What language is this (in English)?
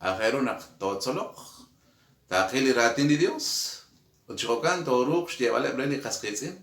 Kekchí